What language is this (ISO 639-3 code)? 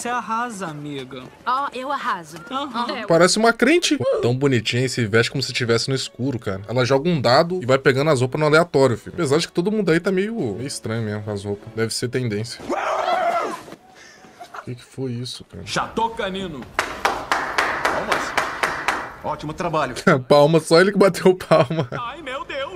por